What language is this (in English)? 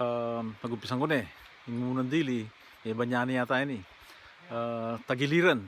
Pampanga